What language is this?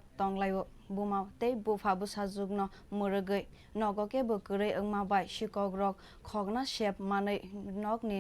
Kok Borok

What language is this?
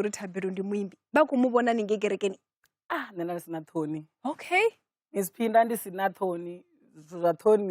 Venda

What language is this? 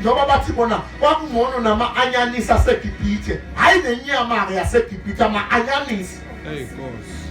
Zulu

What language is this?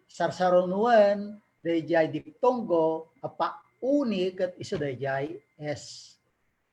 Iloko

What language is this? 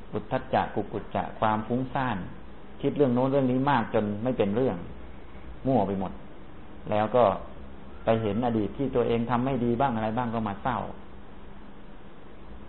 Thai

